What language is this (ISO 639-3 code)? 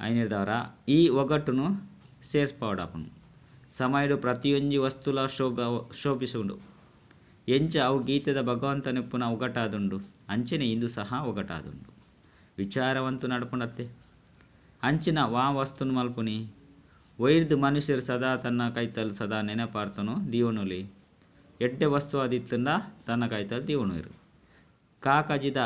tcy